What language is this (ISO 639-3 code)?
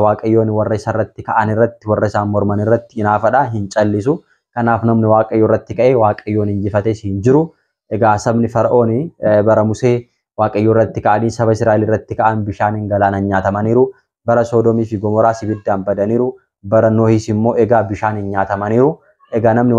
orm